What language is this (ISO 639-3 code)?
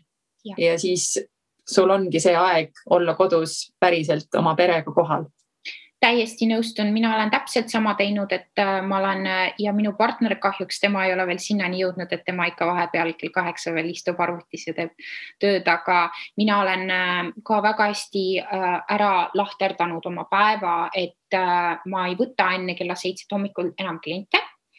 est